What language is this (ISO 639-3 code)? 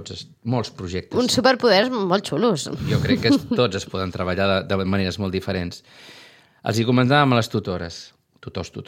cat